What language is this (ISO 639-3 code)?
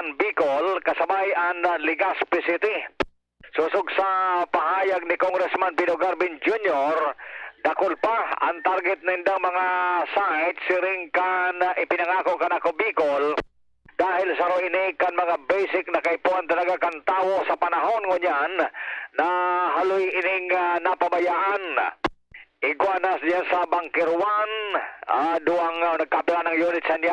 bik